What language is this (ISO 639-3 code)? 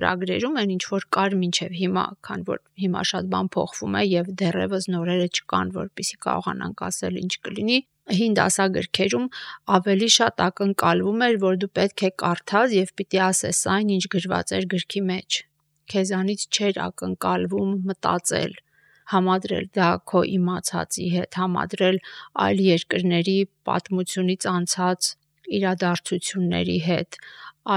hye